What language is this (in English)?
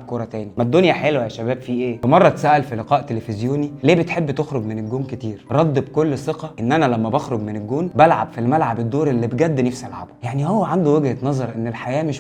Egyptian Arabic